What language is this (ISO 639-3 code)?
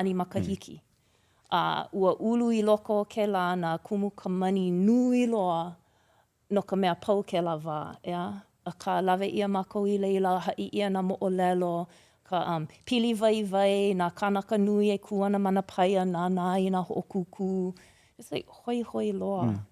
haw